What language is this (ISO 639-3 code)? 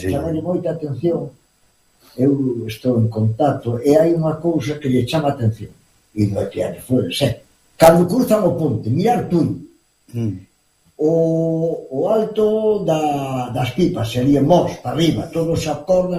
glg